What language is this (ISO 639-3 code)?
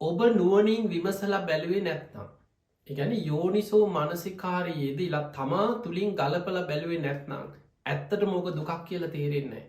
sin